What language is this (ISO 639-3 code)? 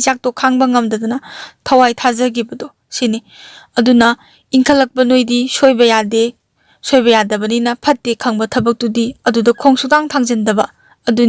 mni